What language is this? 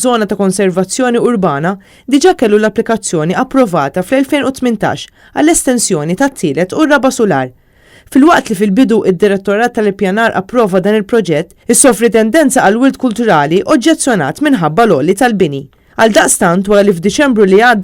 Maltese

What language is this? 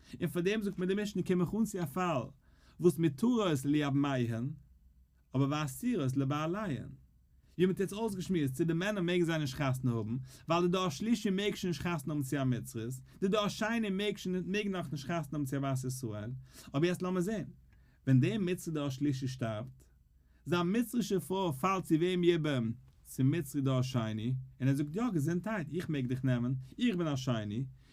Yiddish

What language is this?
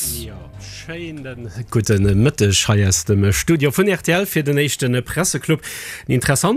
Luxembourgish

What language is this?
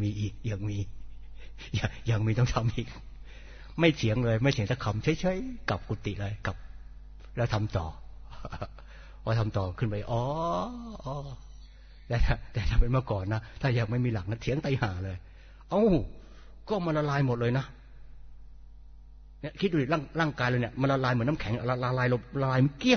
Thai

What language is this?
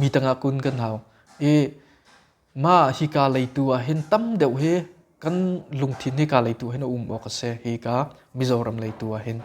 Hakha Chin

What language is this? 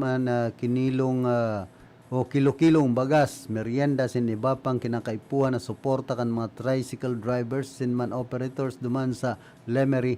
Bikol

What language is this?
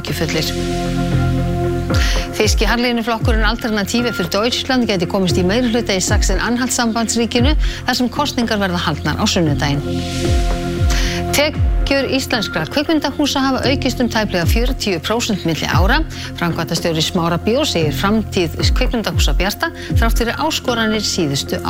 Icelandic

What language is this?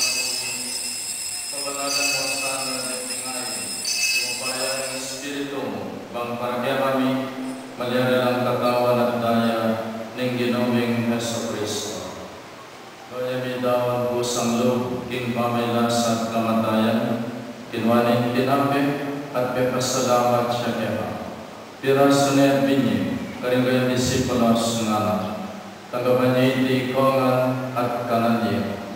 Pampanga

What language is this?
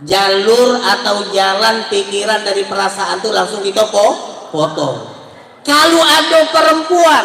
Musi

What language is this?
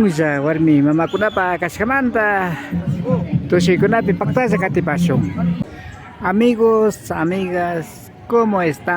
Imbabura Highland Quichua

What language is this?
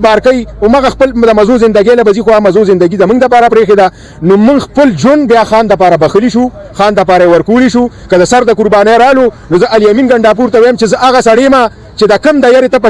Pashto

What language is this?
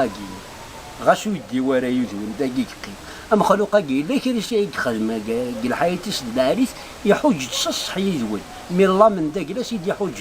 Kabyle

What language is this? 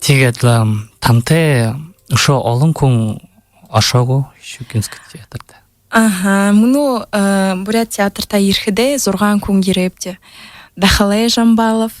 Buriat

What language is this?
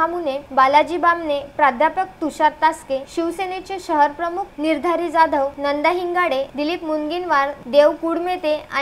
Marathi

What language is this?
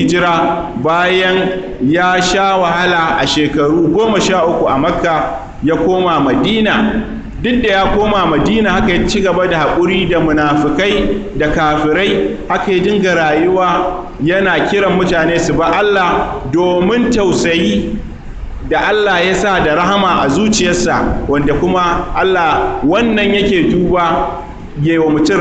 Hausa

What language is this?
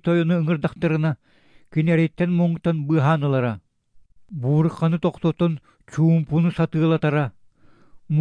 Yakut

